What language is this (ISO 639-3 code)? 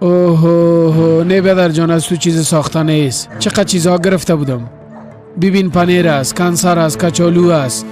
fas